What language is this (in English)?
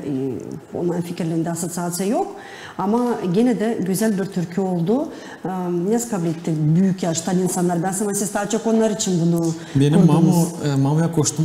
Gagauz